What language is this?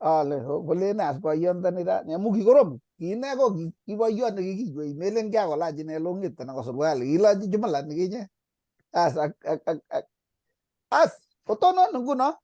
Kalenjin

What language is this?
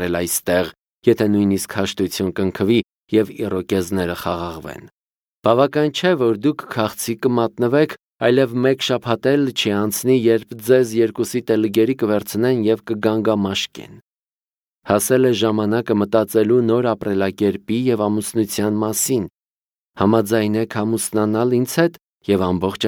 Armenian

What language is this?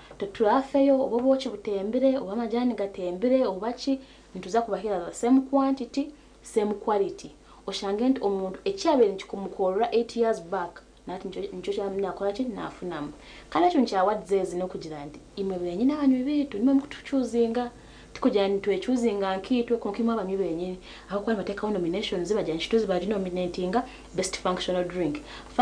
Nyankole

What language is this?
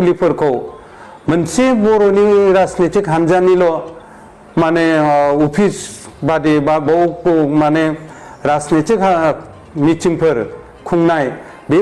Bodo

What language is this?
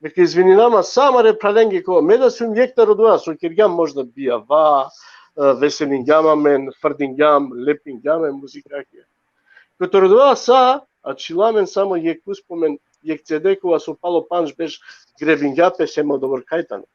Balkan Romani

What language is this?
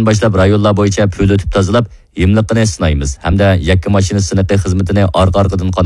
Uyghur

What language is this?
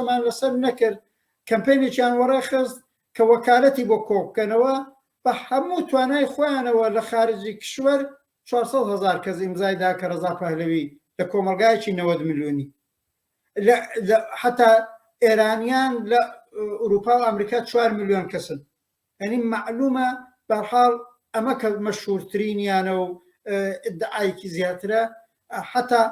Central Kurdish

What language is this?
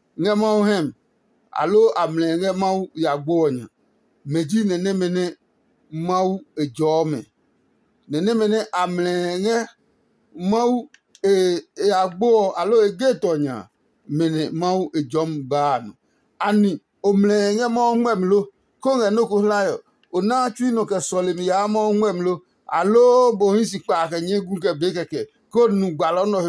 Adangme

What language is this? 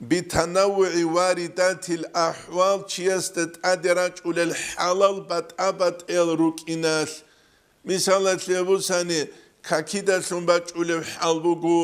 Avaric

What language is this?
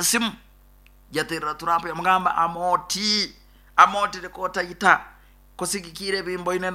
Nyankole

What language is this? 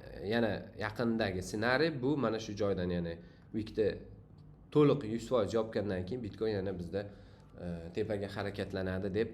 Uzbek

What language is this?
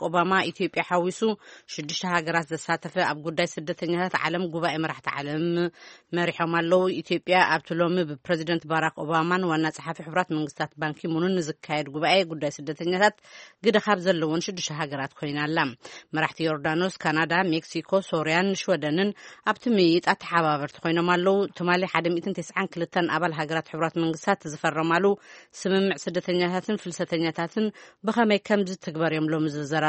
Tigrinya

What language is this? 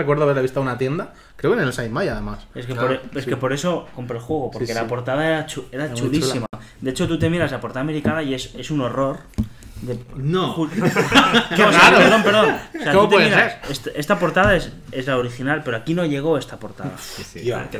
Spanish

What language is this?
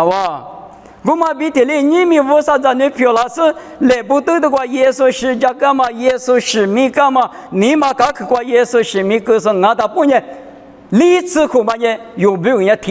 Lisu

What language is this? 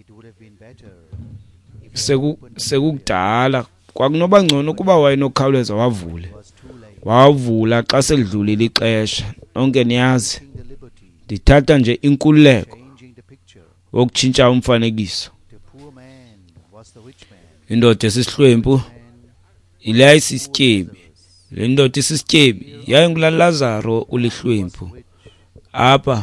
Xhosa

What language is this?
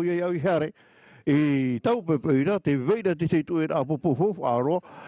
Tahitian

